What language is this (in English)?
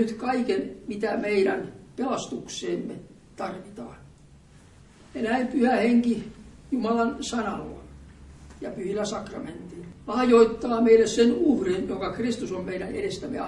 Finnish